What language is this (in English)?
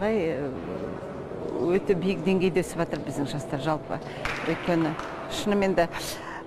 Kazakh